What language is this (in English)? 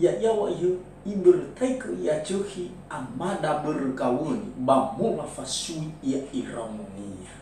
Nias